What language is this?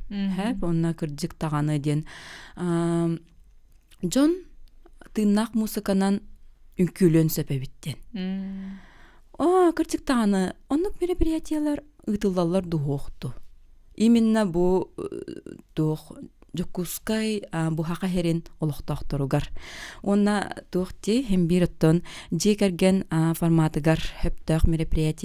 Yakut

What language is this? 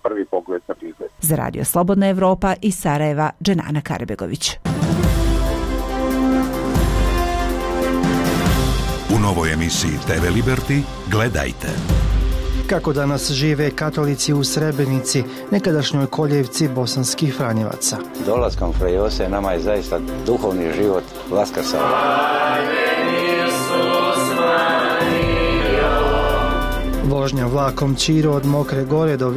Bosnian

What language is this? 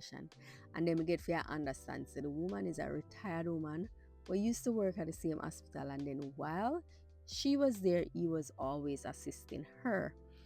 Jamaican Creole English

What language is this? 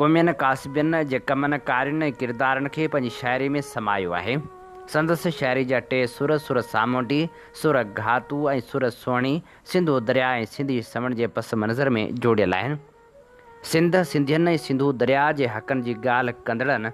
Sindhi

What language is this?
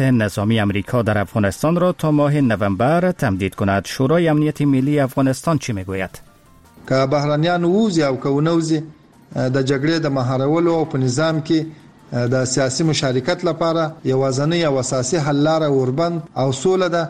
Persian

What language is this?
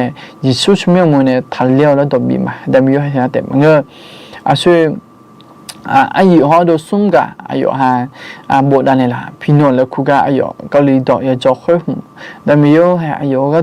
Akha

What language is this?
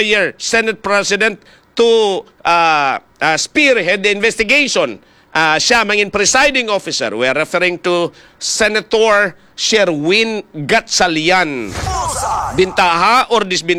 Hiligaynon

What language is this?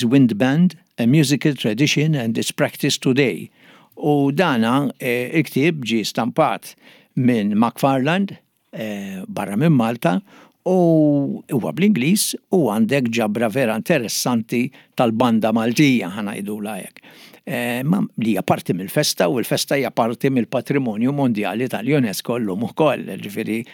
Maltese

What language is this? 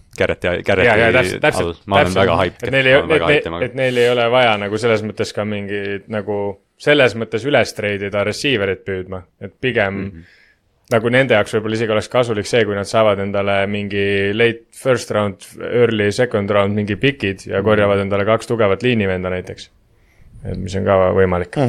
Estonian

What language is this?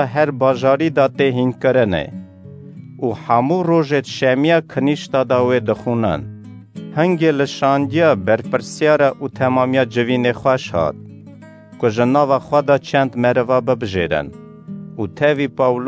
Kurdish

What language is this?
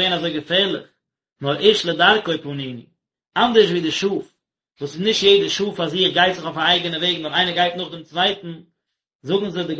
Yiddish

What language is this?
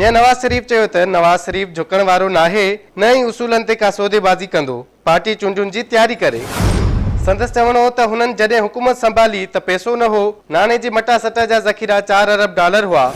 Sindhi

